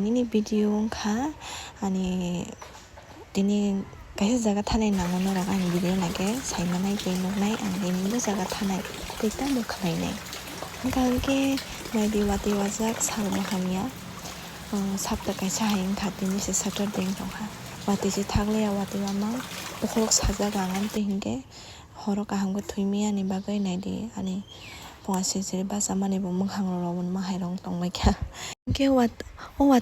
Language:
Kok Borok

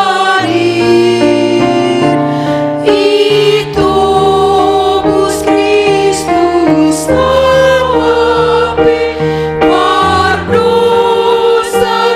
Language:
Batak Simalungun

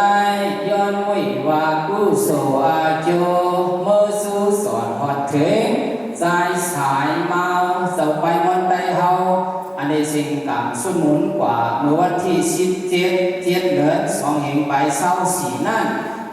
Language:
Shan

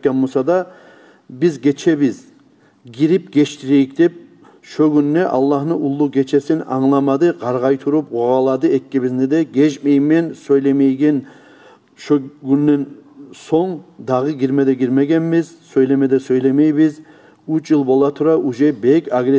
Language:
Kumyk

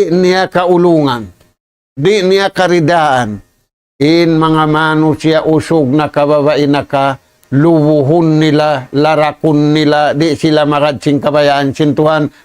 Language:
Tausug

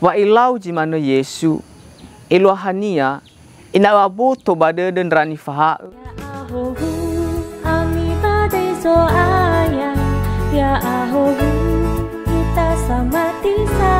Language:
Nias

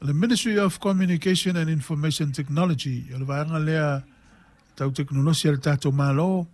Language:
Samoan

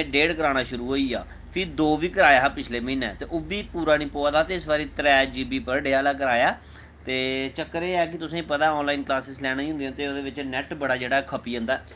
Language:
Dogri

